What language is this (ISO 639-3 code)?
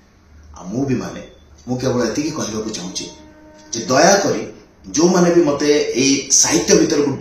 ori